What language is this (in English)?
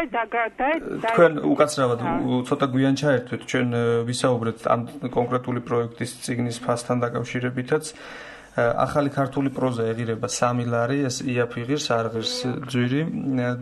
Georgian